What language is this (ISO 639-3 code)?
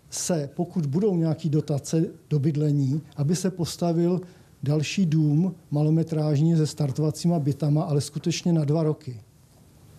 ces